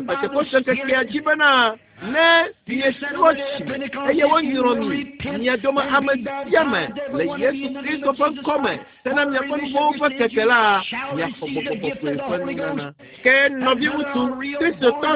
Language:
Ewe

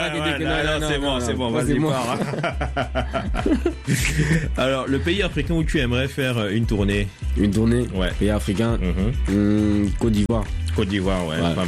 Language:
French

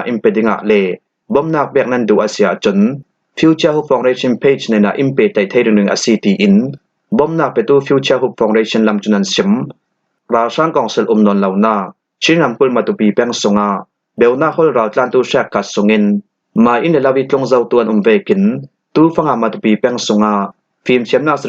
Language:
Falam Chin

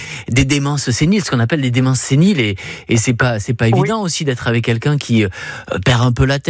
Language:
French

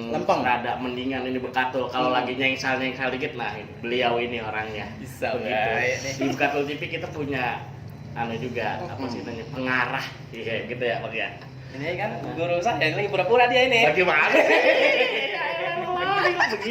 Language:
Betawi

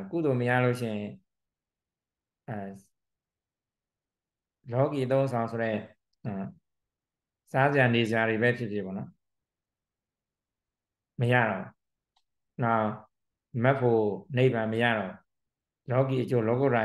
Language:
Burmese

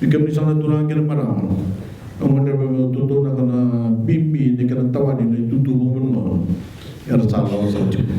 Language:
Fijian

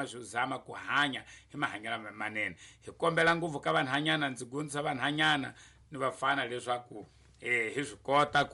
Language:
Tsonga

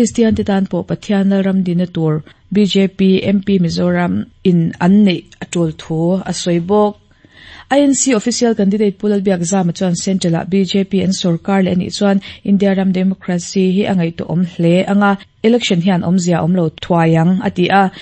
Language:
Mizo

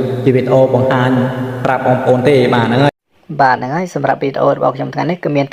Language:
Khmer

